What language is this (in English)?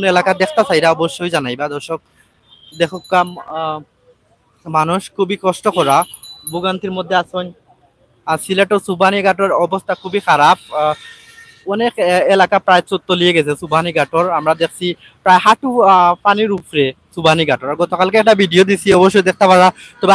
Sylheti